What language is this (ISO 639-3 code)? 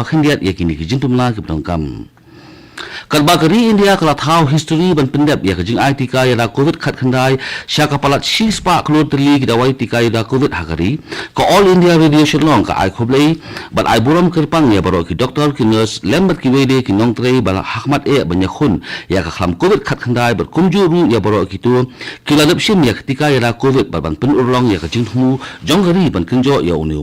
kha